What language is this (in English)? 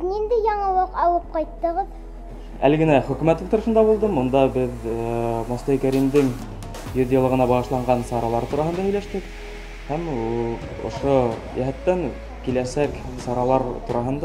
Bashkir